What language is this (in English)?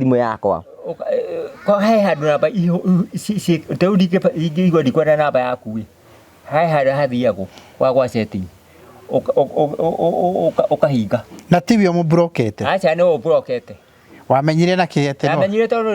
Kikuyu